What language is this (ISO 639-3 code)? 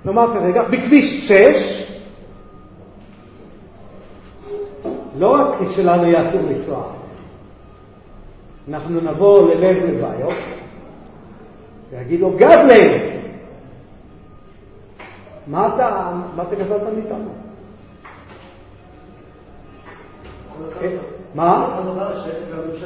heb